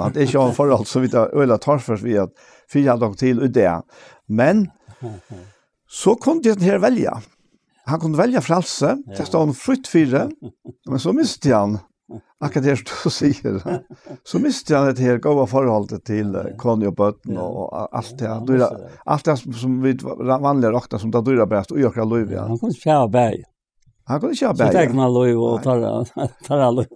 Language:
Faroese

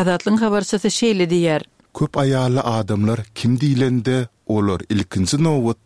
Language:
Turkmen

